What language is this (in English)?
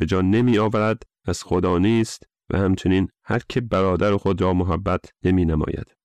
Persian